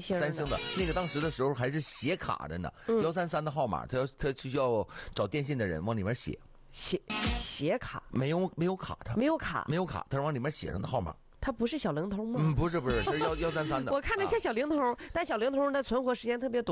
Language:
Chinese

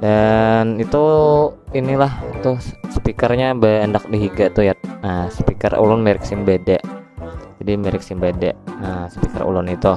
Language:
Banjar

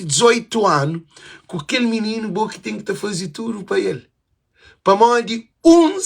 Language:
Kabuverdianu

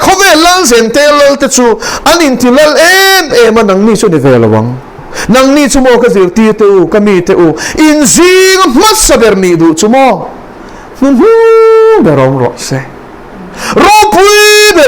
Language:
Mizo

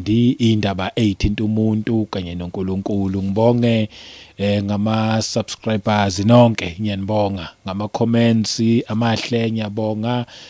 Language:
Zulu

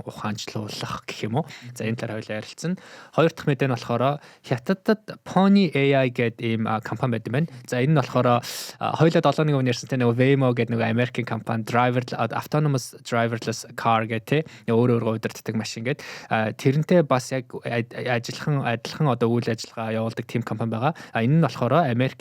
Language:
Mongolian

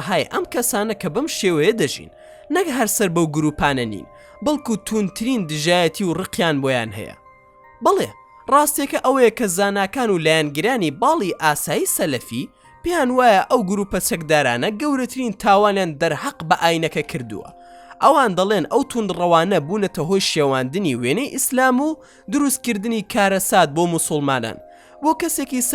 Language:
Central Kurdish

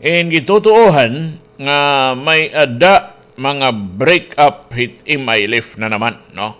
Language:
Waray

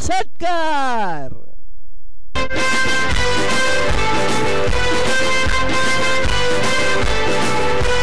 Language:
Marathi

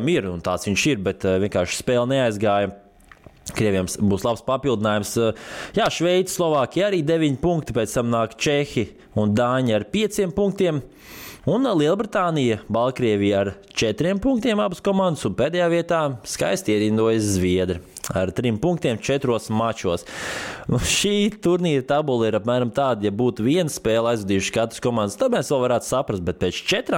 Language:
Latvian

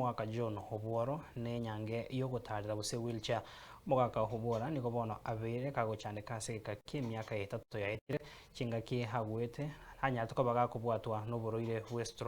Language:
Gusii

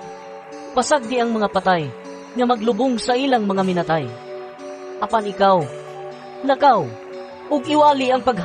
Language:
Cebuano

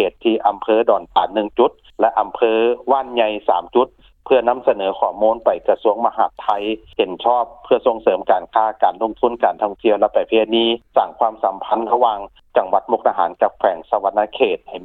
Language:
Lao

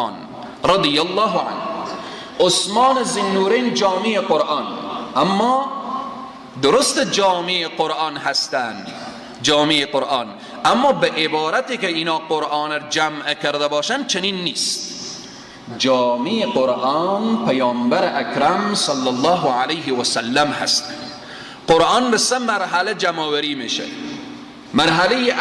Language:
Persian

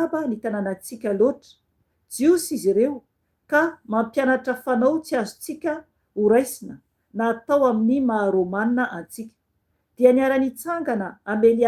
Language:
Malagasy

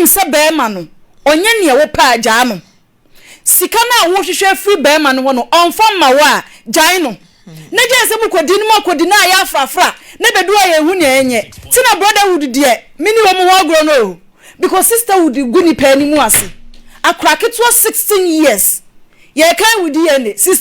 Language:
Akan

